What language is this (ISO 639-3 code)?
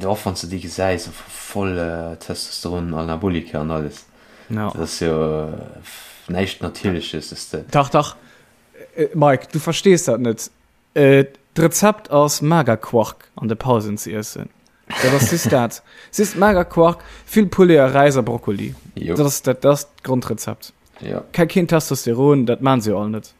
ltz